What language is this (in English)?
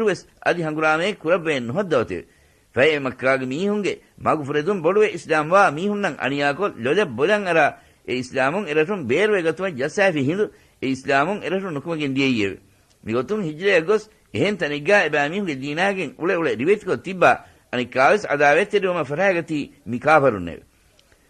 Divehi